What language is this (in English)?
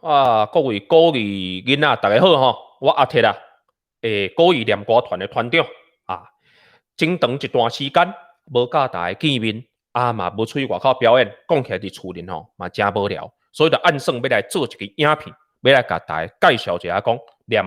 Min Nan Chinese